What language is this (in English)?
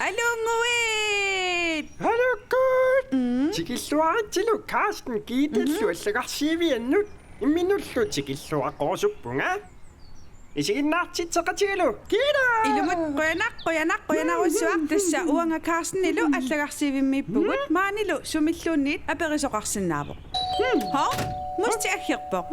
Kalaallisut